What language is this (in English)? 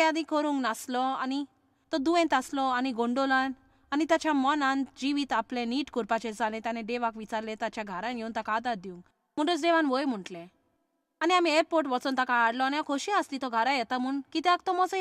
Konkani